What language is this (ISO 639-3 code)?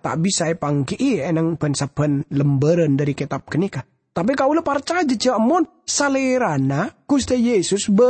mad